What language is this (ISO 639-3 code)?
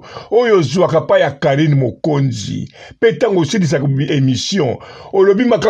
lin